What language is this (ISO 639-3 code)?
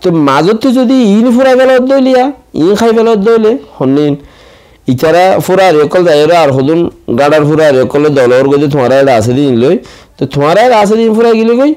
rhg